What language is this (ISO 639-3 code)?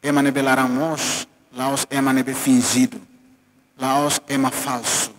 tet